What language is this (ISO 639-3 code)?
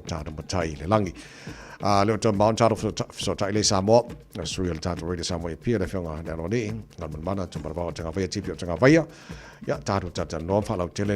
smo